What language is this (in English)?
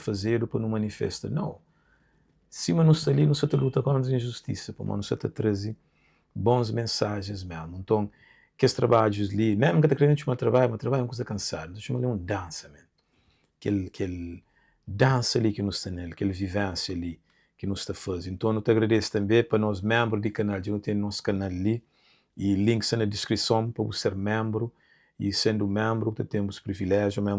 Kabuverdianu